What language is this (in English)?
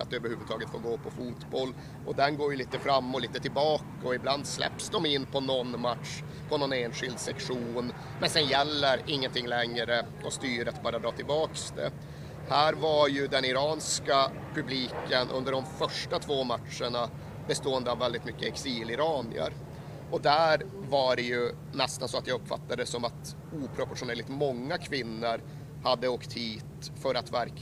Swedish